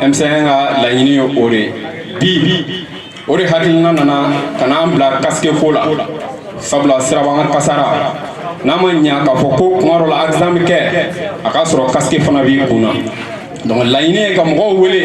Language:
Bambara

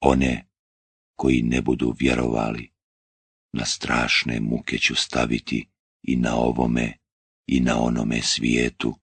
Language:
Bosnian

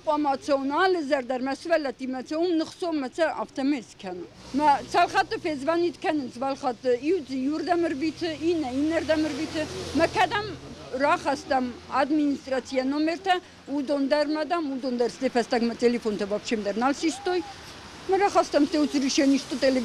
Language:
Ossetic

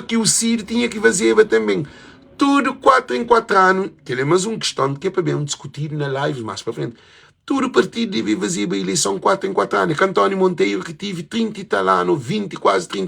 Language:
Kabuverdianu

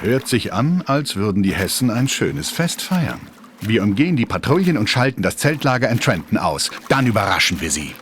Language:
Bavarian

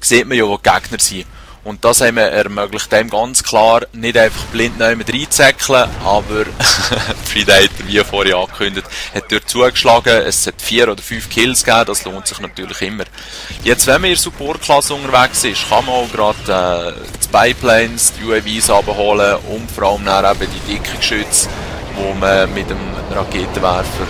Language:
Swiss German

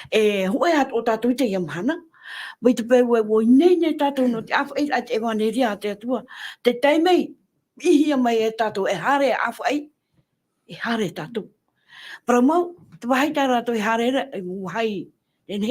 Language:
Tahitian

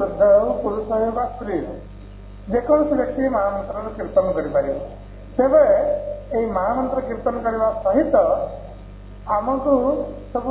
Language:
Odia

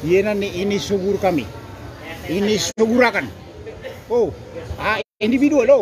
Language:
Maranao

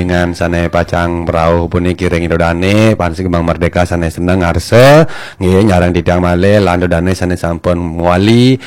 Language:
Balinese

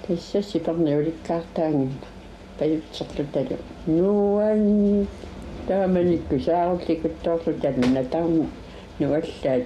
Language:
Kalaallisut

